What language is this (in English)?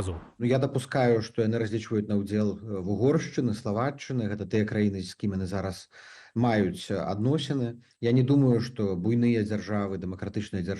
Belarusian